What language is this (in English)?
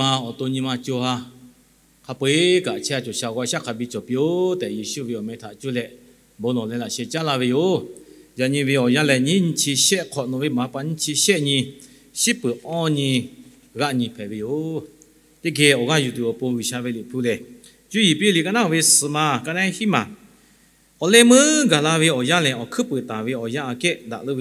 Lahu